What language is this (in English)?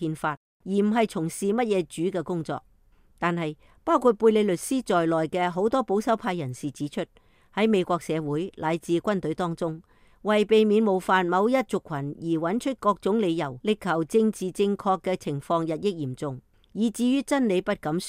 Cantonese